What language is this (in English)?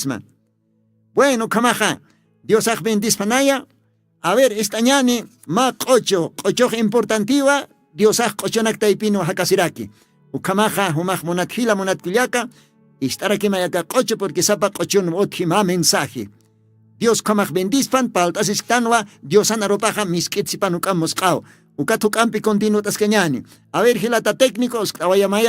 Aymara